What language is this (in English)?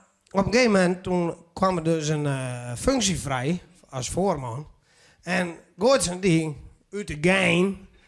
Western Frisian